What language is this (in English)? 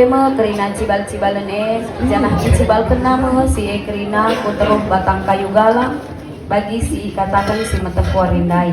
Batak Karo